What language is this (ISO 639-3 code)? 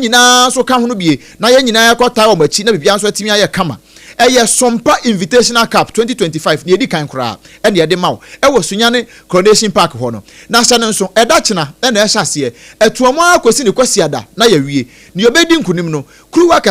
aka